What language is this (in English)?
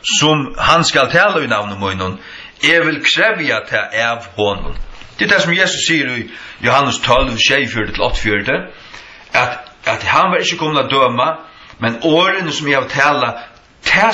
Faroese